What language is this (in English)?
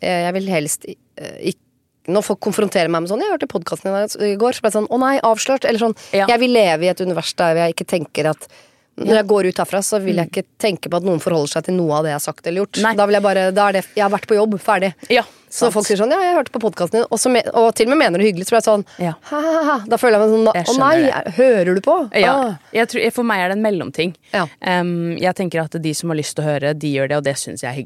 Norwegian